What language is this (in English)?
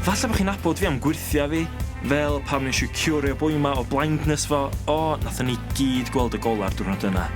Welsh